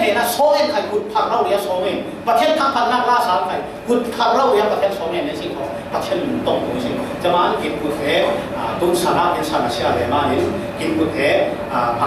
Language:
Falam Chin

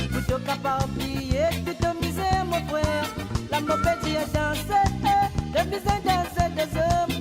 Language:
Morisyen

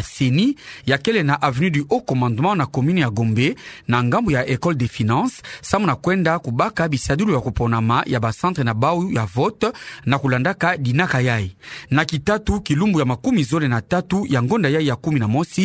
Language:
Kituba (Democratic Republic of Congo)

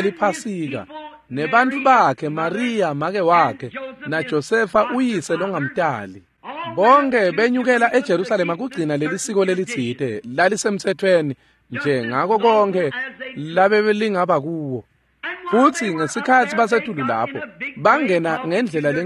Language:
Swati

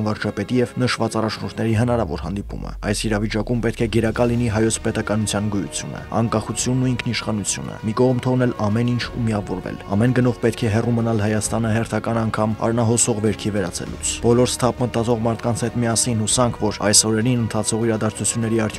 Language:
Armenian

